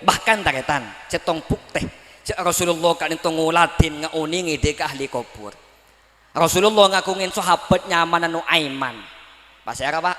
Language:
Madurese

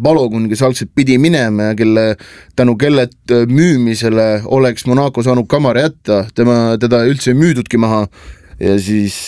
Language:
Estonian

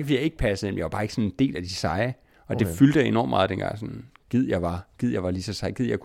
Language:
Danish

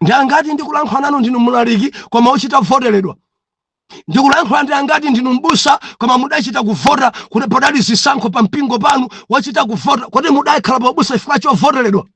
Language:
Nyanja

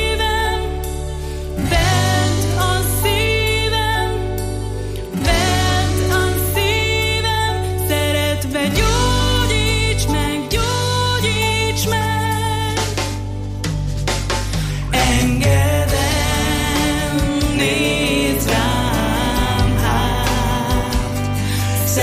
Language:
Hungarian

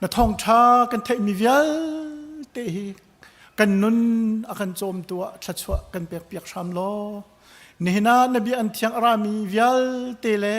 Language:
Hakha Chin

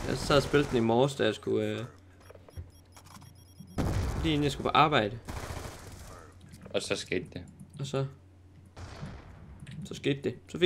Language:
Danish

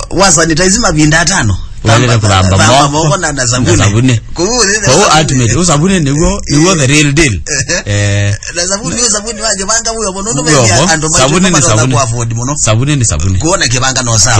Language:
Kamba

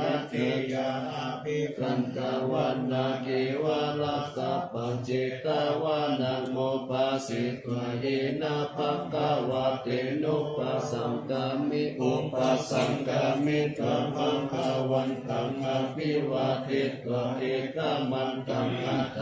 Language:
Pali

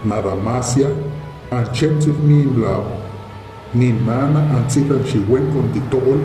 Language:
Huastec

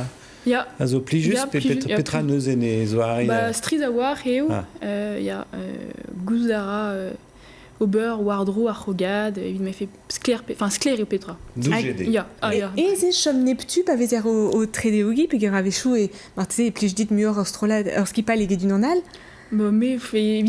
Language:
Breton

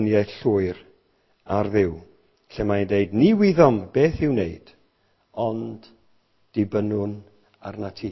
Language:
Welsh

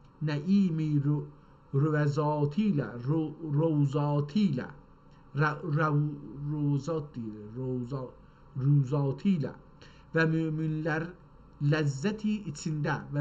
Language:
South Azerbaijani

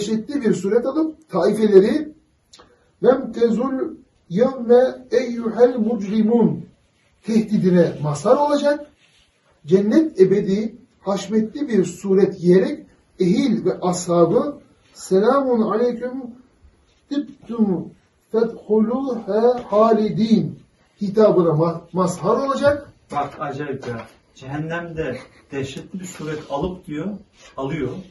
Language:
Turkish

